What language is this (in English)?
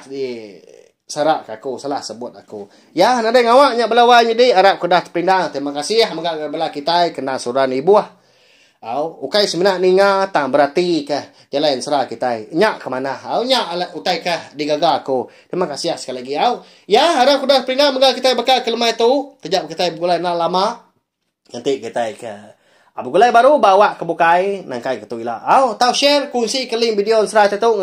Iban